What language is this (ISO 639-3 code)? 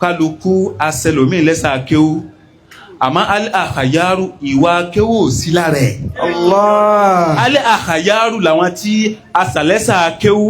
yor